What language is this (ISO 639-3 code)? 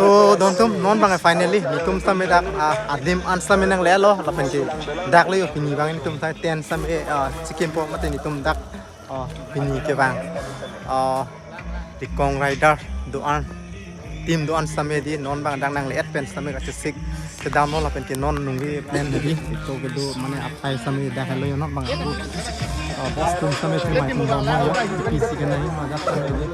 mjw